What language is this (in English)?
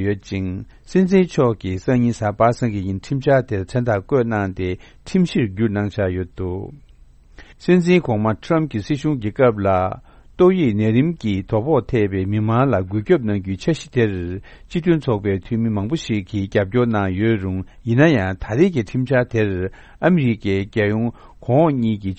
Tibetan